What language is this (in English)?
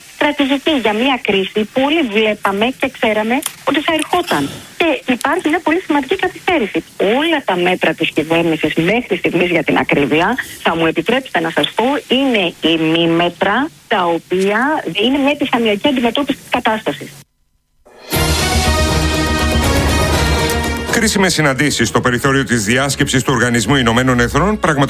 Greek